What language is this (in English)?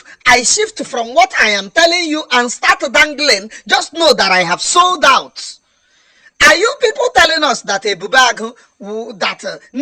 Igbo